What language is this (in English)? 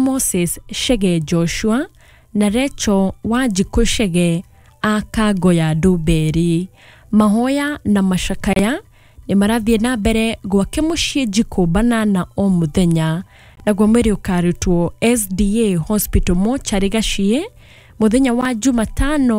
Kikuyu